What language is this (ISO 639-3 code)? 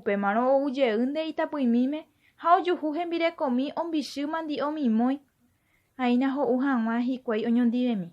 grn